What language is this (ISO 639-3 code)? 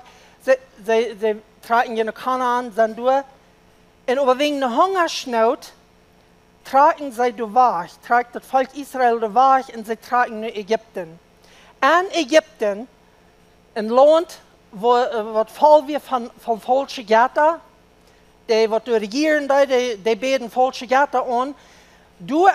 pdt